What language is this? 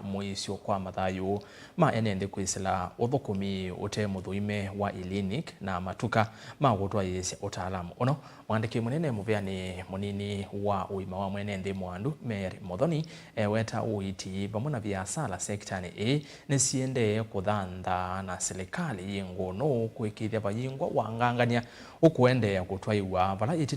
Kamba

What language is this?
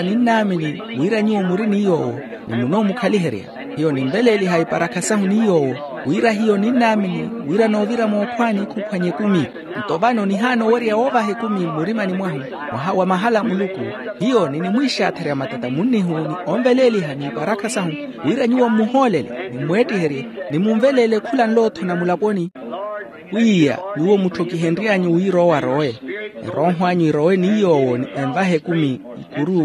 Makhuwa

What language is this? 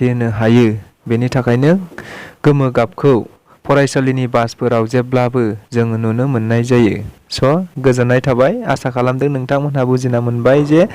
Bodo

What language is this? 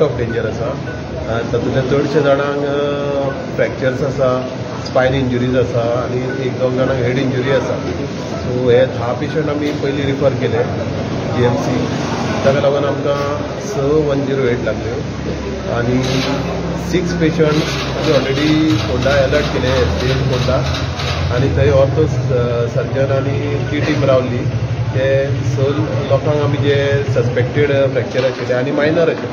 Konkani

